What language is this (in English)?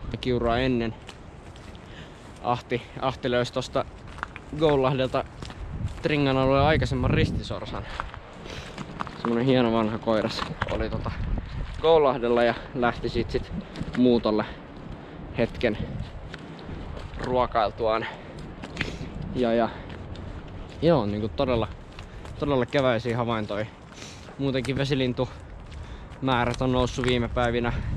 Finnish